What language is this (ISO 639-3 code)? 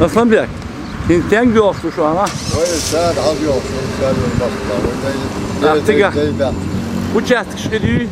che